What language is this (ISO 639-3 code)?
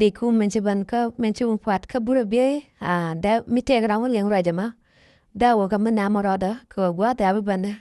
nus